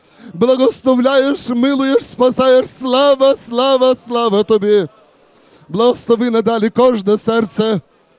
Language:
Ukrainian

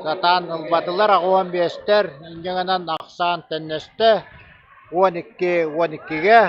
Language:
Yakut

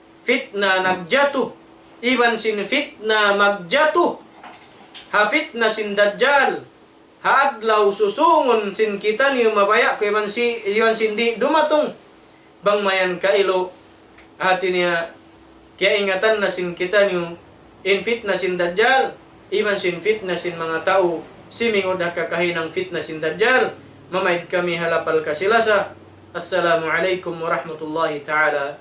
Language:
Tausug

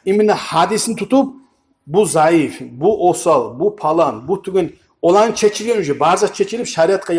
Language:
Kumyk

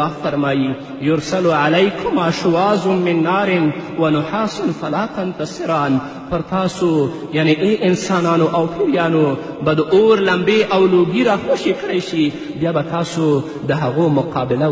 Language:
Pashto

